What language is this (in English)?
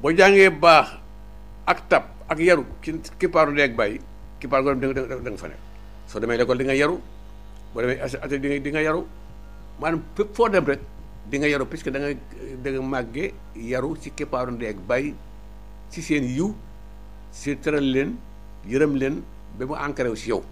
Wolof